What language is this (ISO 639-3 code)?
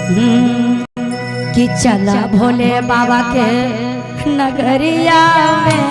mag